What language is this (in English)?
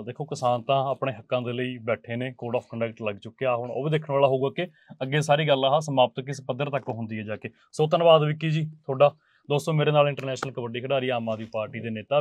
Punjabi